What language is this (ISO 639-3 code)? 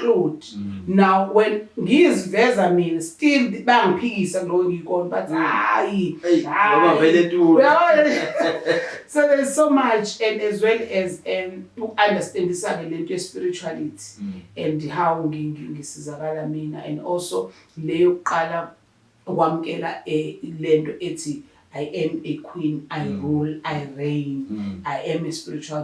zul